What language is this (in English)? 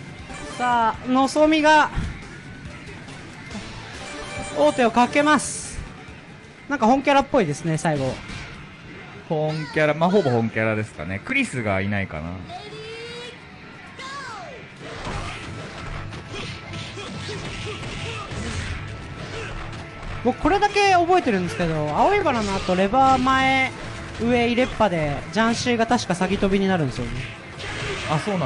Japanese